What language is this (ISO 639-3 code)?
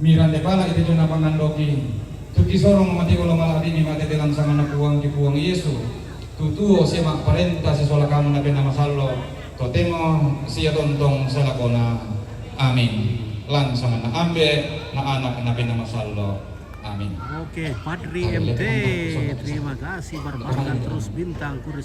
sda